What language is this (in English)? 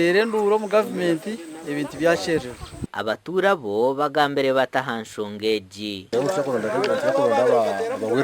Nyankole